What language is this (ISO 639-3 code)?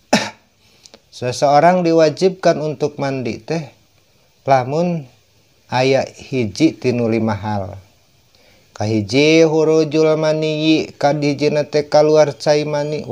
sun